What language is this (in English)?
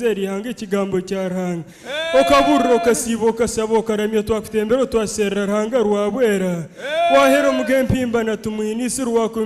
Nyankole